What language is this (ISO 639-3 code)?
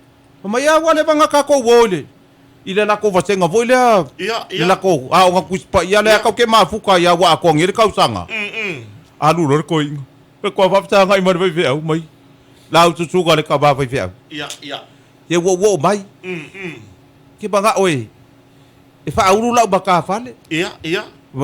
smo